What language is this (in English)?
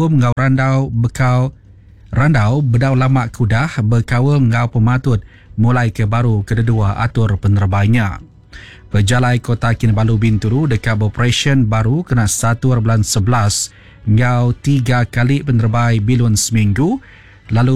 Iban